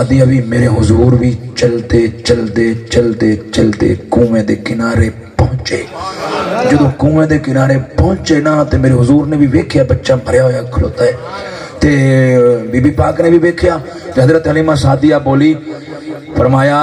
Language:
Saraiki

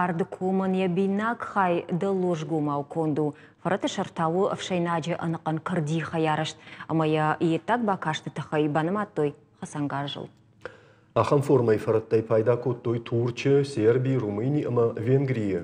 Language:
Ossetic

